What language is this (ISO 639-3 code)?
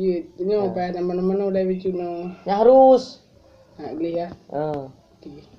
ace